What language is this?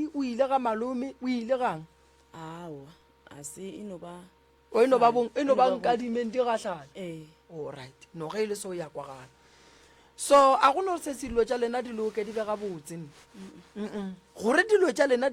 Northern Sotho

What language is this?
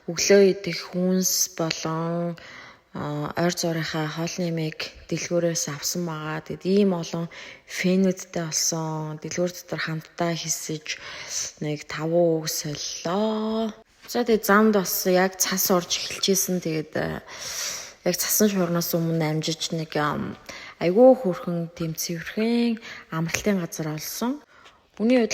Mongolian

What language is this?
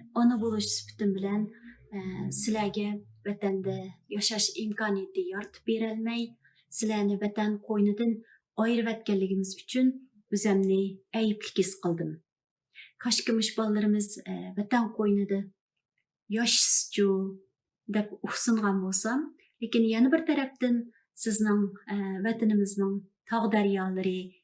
Uyghur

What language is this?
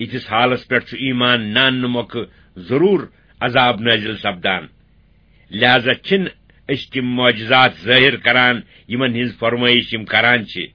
Kashmiri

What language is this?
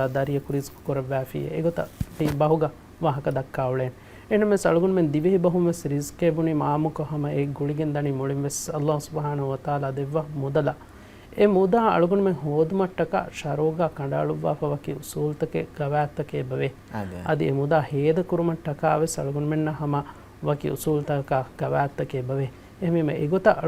Divehi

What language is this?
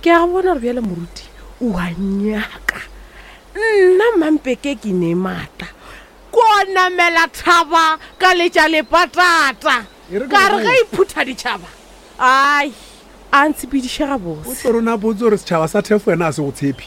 Northern Sotho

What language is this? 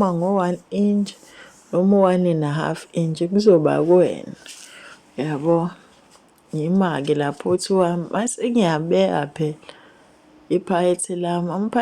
Zulu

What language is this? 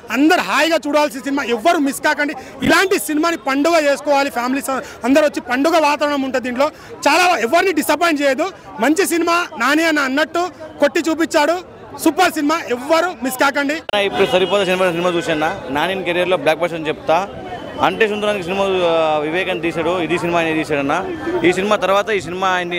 Telugu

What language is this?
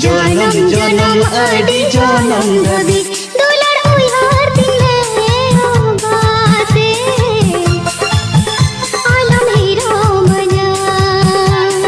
Santali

